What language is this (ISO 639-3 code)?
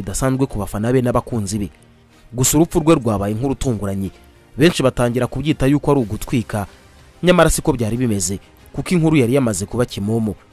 kin